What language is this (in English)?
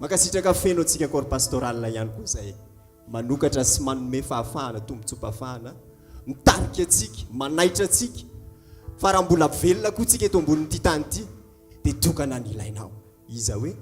Malagasy